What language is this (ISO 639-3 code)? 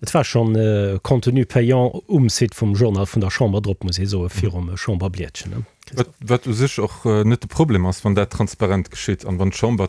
ltz